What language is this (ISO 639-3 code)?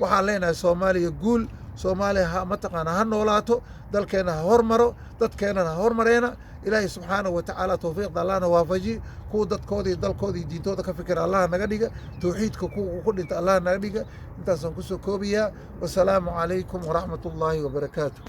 som